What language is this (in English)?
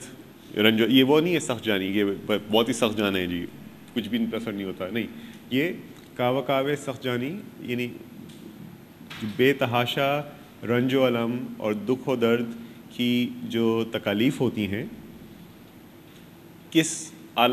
Urdu